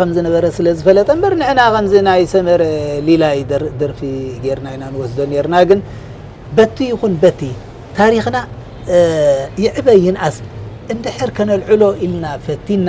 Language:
Tigrinya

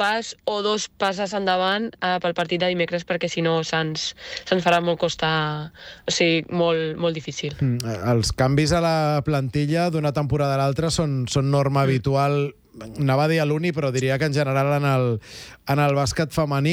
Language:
Catalan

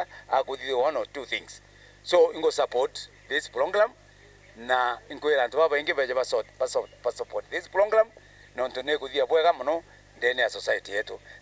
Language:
Meru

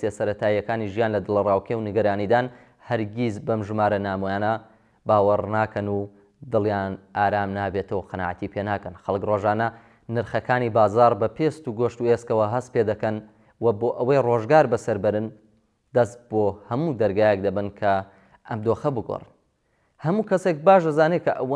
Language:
Central Kurdish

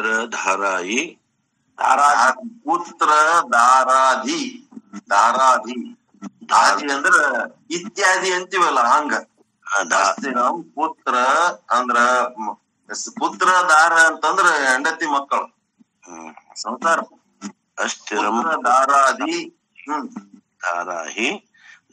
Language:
Kannada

